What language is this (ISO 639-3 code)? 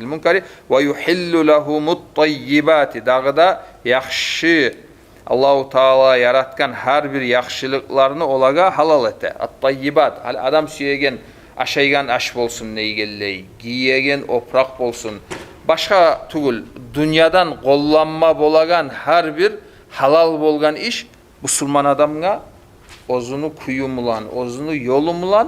kum